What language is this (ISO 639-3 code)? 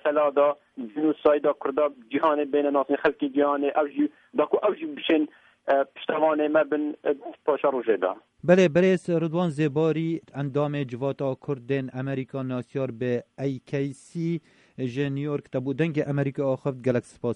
kur